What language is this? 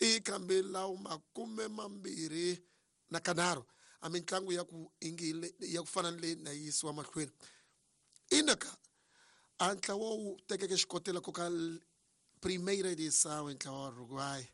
Tsonga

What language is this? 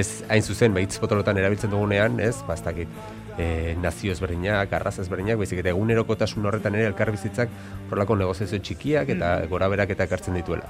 Basque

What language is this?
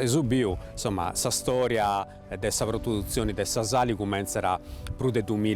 Sardinian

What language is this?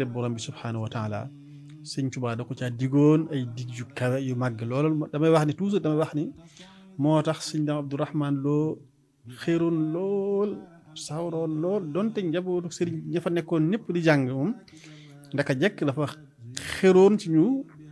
Wolof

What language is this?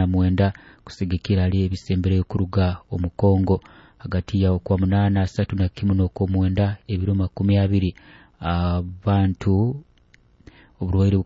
Nyoro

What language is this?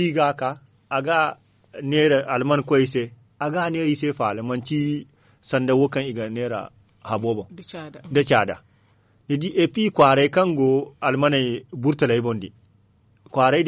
Zarma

